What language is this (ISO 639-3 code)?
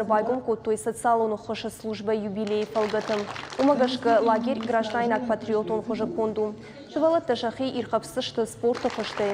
oss